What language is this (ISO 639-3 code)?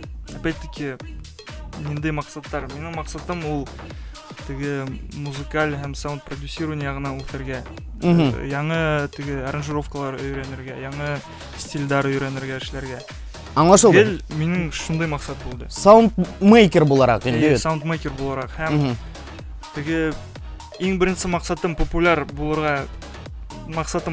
bak